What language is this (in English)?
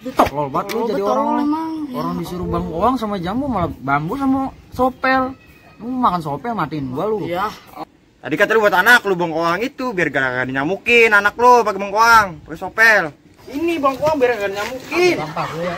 Betawi